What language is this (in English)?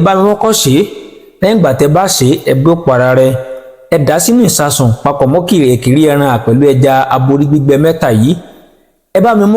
Yoruba